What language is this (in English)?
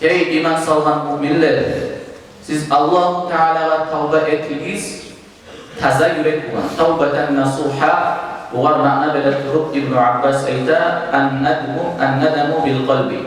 Kumyk